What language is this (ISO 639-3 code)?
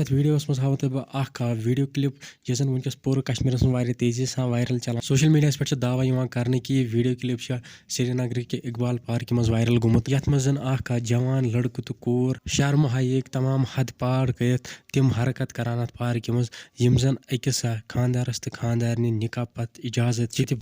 kas